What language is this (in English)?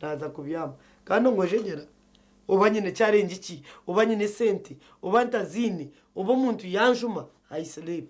Nyankole